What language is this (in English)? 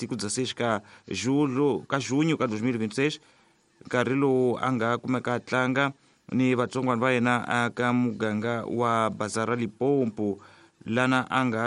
Tsonga